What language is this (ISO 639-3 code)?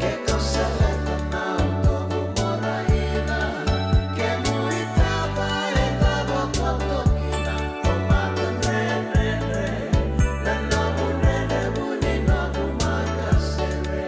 fij